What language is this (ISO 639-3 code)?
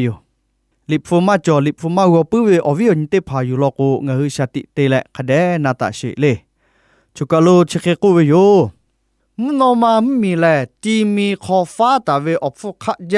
lhu